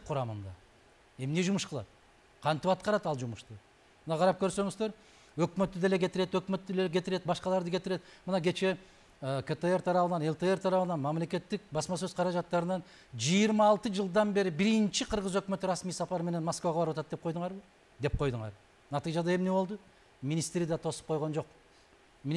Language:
Kyrgyz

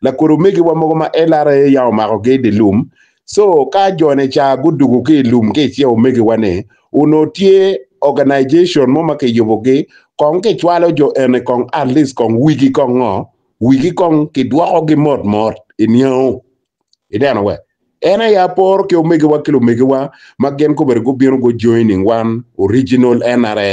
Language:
Acoli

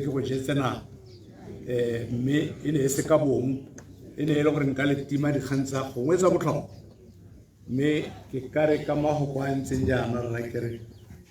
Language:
Tswana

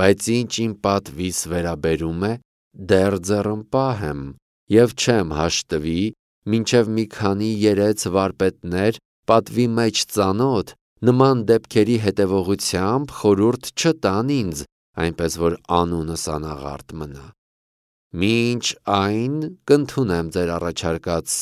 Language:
Armenian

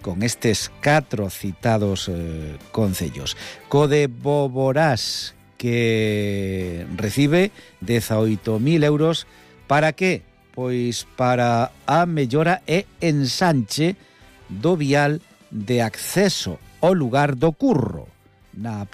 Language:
Galician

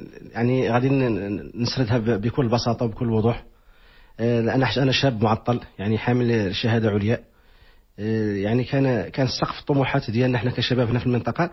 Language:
Moroccan Arabic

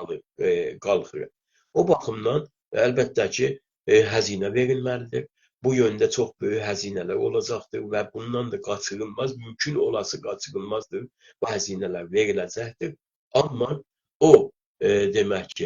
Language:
South Azerbaijani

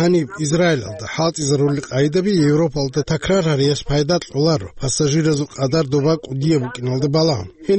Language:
Avaric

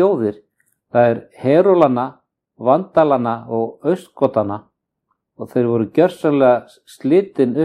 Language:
Icelandic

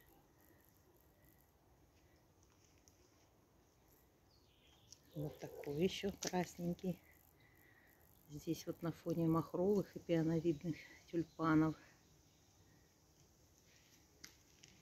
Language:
Russian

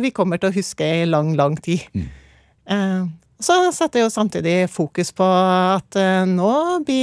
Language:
Norwegian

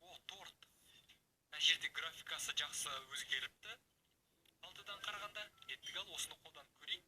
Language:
Kazakh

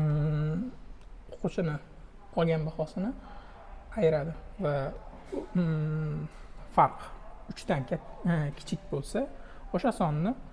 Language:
Uzbek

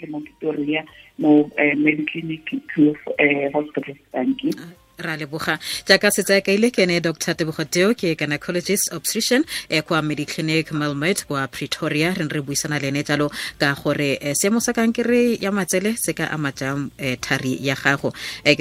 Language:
Tswana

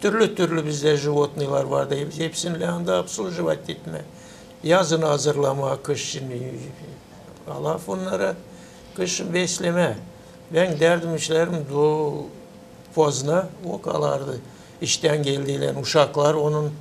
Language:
Gagauz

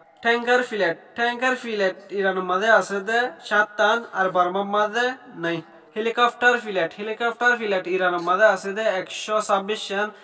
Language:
Rohingya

